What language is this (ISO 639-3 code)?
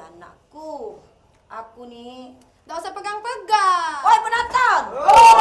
mui